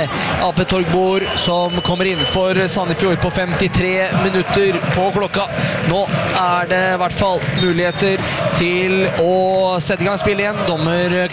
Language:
Norwegian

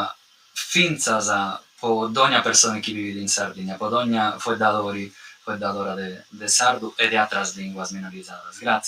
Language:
Sardinian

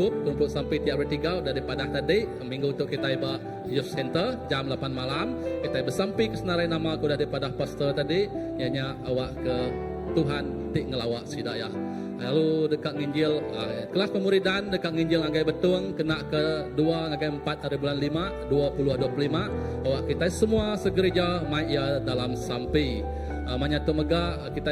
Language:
Iban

